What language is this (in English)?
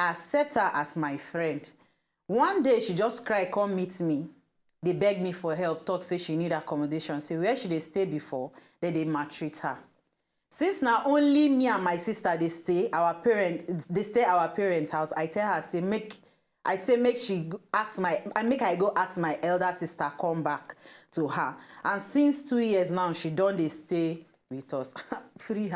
Nigerian Pidgin